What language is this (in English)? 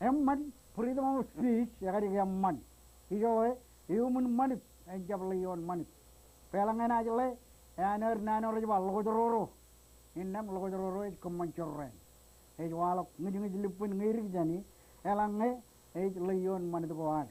Marshallese